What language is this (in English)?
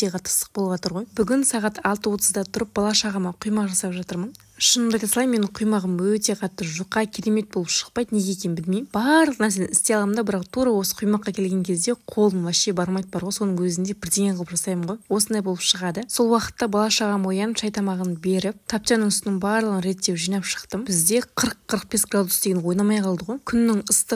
Kazakh